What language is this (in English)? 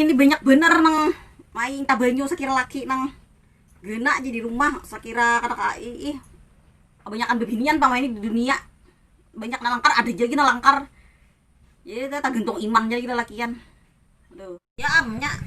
Banjar